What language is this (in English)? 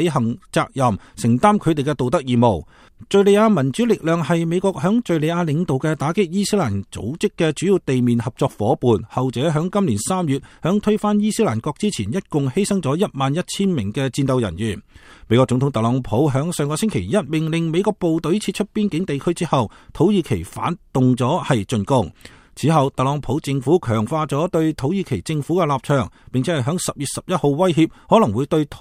Cantonese